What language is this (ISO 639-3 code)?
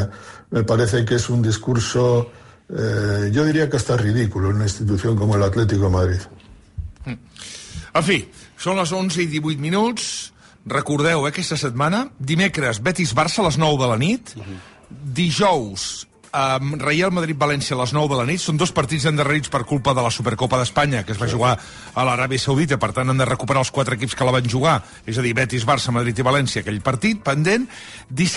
cat